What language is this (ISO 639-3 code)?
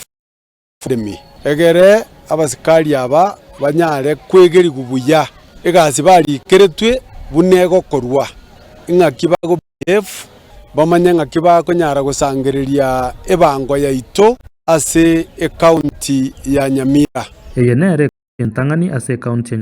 guz